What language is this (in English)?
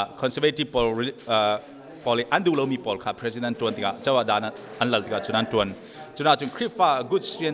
Hakha Chin